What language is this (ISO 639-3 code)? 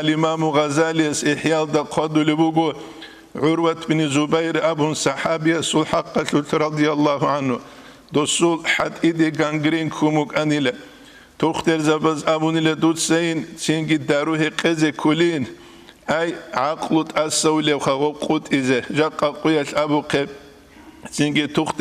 ava